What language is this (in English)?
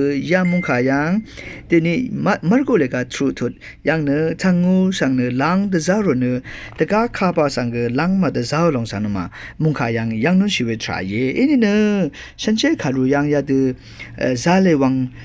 Rawang